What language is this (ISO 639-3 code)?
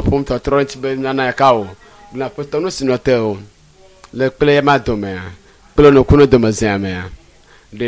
ewe